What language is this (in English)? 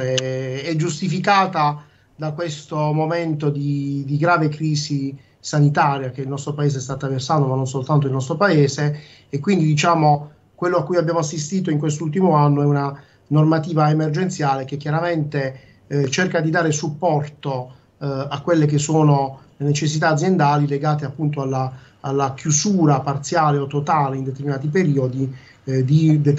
Italian